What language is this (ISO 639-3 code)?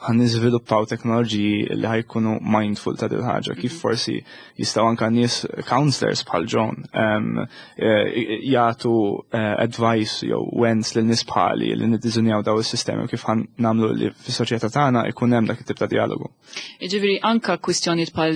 mlt